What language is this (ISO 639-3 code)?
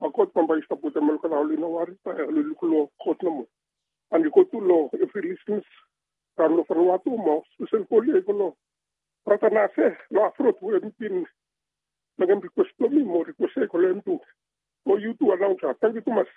bis